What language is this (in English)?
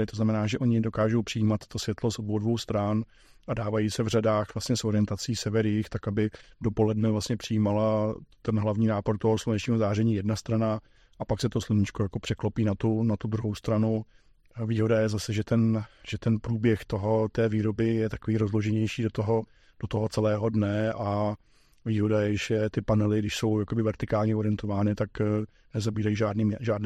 Czech